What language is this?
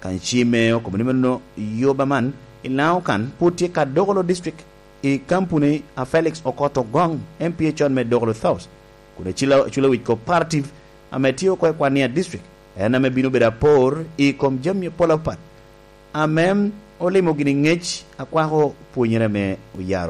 Lango (Uganda)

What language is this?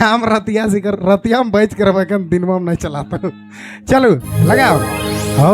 Sadri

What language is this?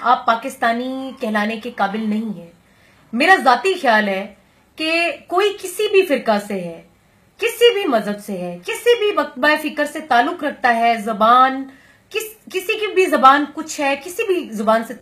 Urdu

